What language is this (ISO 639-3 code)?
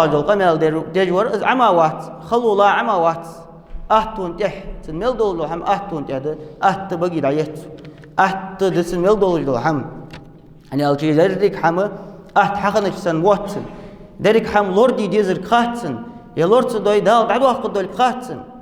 inh